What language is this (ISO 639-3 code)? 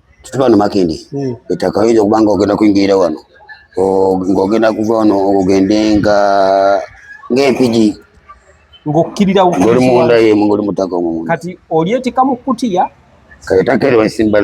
lug